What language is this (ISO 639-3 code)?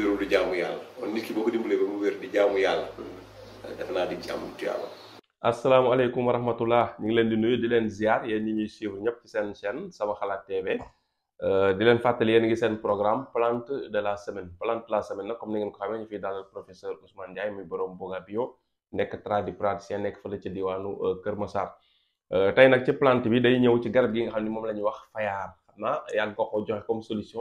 wol